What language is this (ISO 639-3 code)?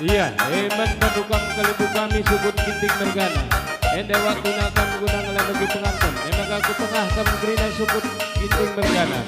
btx